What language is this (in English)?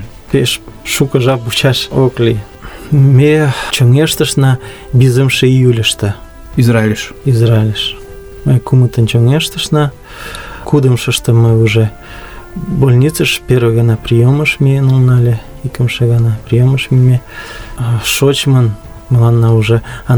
Mari